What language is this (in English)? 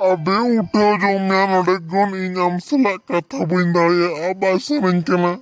Santali